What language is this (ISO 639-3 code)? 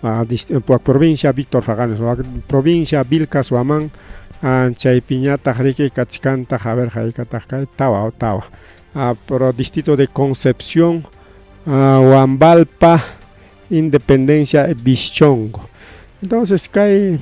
quy